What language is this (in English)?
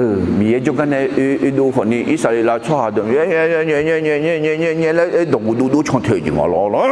Akha